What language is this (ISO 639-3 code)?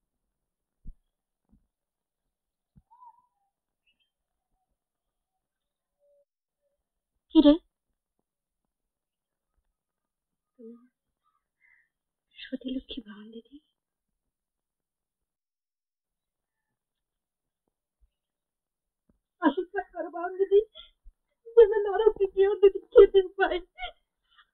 ben